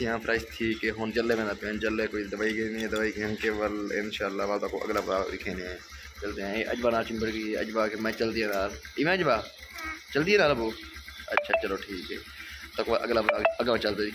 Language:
Saraiki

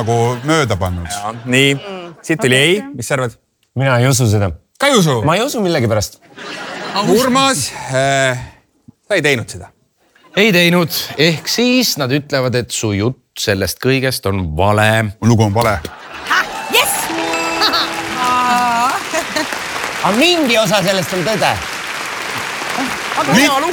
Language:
Estonian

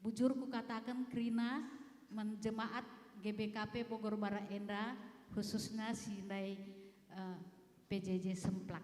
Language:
Batak Karo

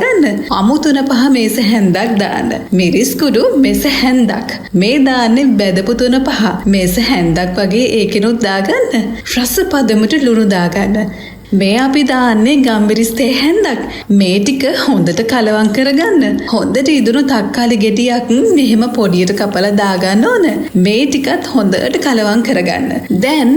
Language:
Sinhala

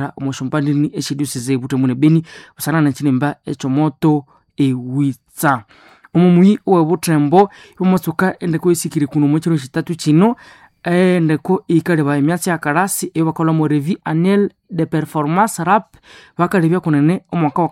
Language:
Nande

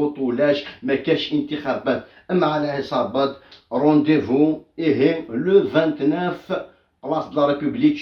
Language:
Kabyle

